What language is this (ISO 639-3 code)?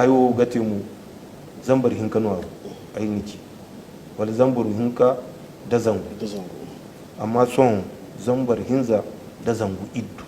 dje